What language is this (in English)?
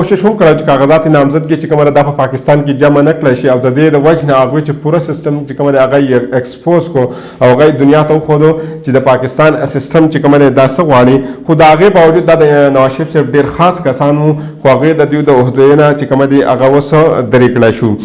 Pashto